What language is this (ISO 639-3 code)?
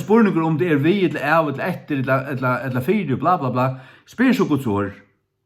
fao